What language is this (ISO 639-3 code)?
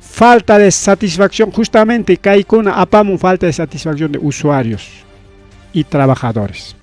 quy